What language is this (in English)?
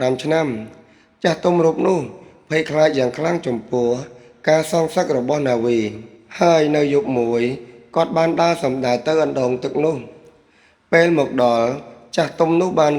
Khmer